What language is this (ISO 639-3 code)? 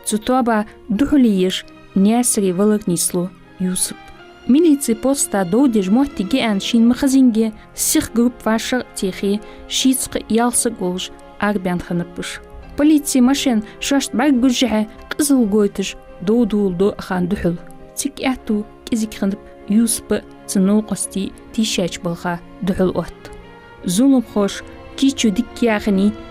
inh